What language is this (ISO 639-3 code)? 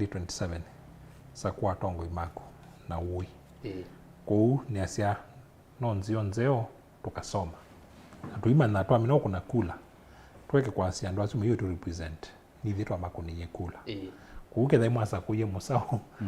kam